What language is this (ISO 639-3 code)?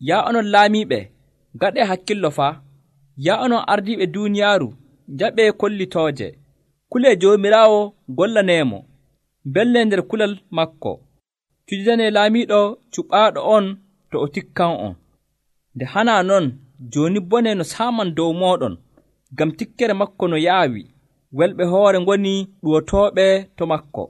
fuv